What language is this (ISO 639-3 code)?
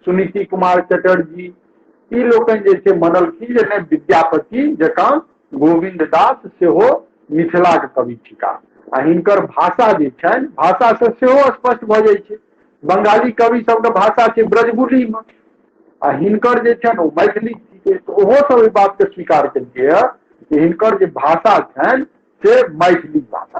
mai